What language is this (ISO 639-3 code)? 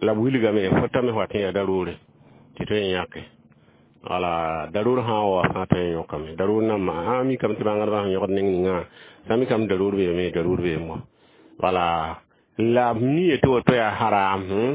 mos